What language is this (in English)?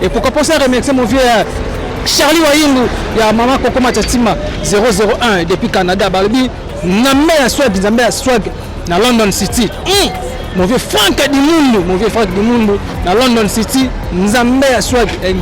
Lingala